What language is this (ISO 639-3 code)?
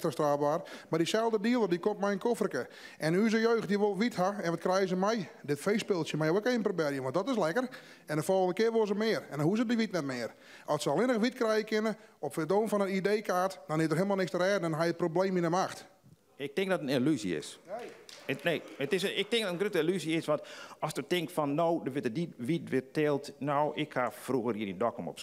fry